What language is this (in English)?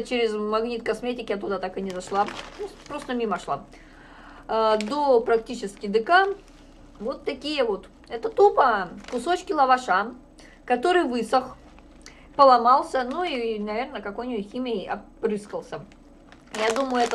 Russian